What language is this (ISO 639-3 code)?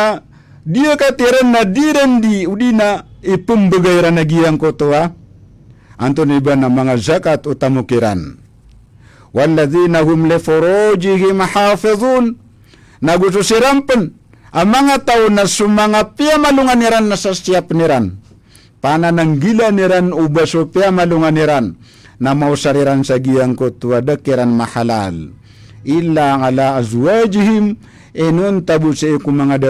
mrw